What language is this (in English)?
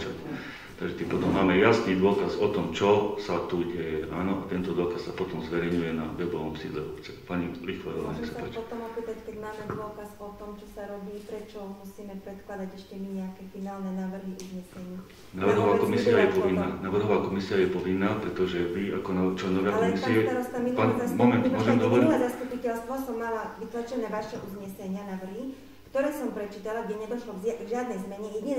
Slovak